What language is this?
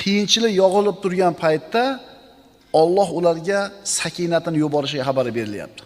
Uzbek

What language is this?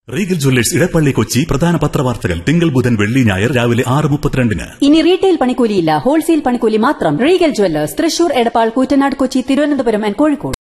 Malayalam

